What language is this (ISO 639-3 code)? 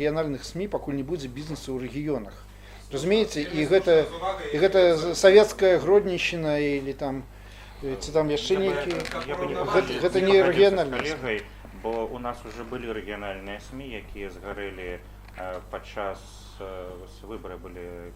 bel